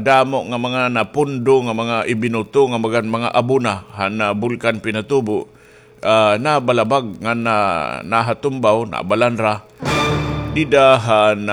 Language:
Waray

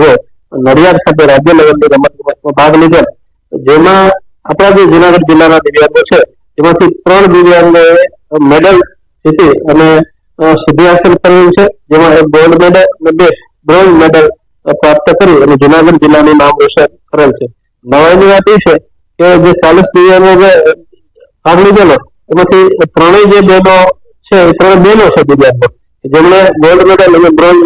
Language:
Gujarati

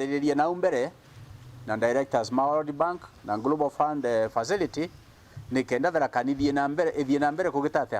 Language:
Meru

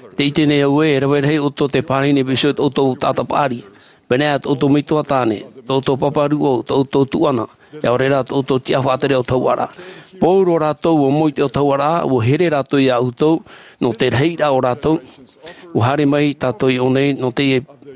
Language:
Tahitian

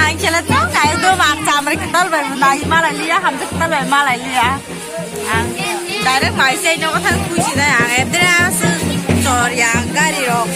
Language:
Kok Borok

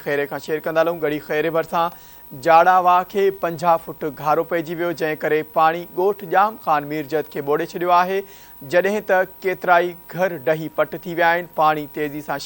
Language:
Sindhi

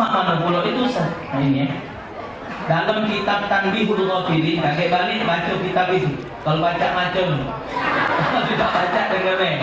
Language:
Musi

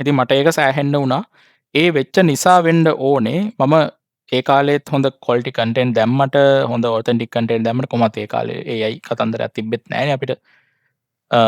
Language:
Sinhala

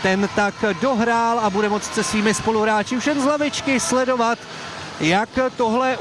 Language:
Czech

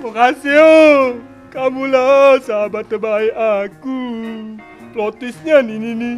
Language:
Musi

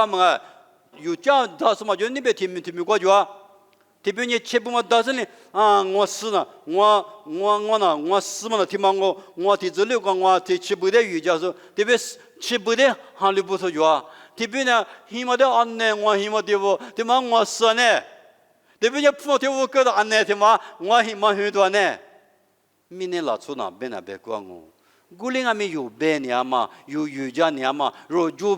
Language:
Lisu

